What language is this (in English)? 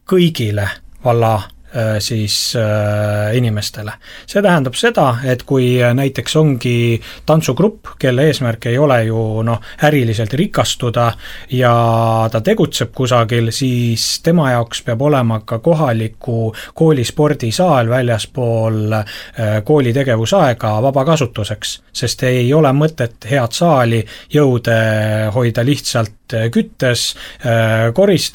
Estonian